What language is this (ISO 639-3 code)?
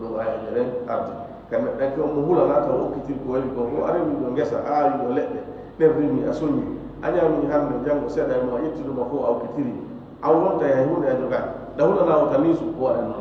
ful